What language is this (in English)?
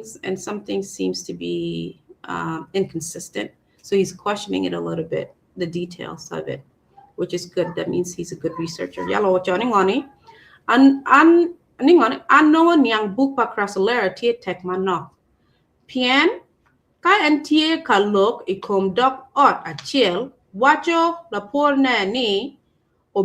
Acoli